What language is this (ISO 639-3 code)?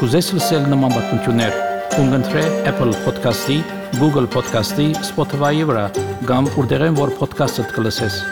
hye